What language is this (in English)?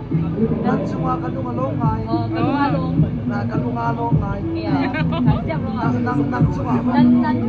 Hakha Chin